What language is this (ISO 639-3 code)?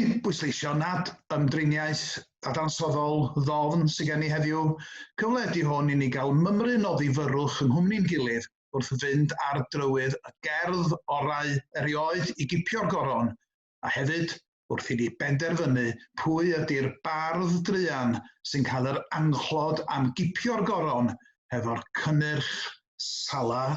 cym